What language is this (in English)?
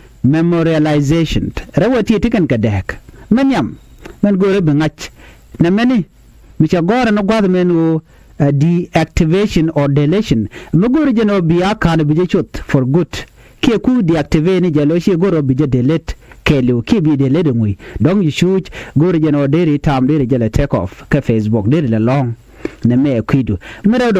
Nuer